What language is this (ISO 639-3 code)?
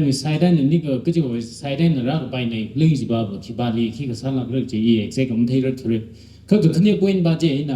nmf